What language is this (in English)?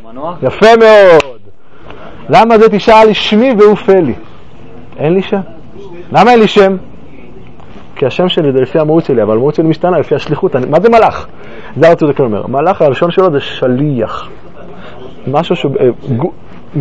Hebrew